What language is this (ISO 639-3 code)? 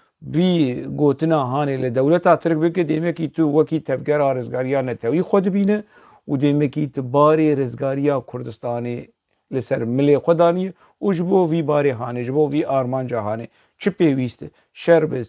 kur